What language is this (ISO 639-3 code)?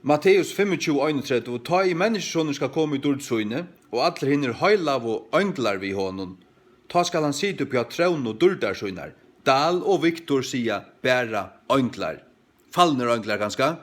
fao